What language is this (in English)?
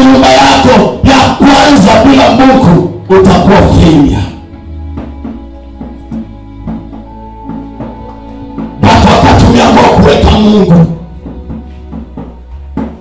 Swahili